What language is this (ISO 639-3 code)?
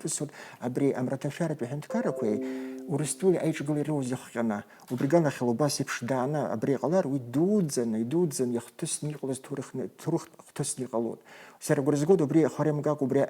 abk